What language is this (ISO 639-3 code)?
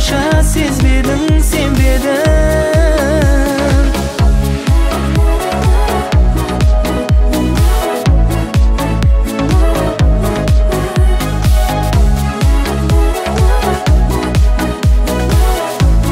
kaz